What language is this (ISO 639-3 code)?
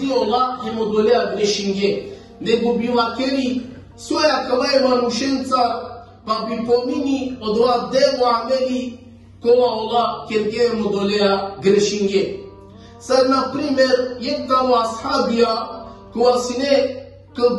rmn